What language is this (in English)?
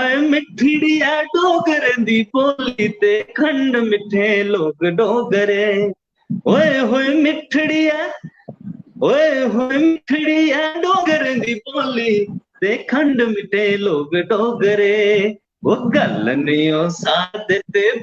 Dogri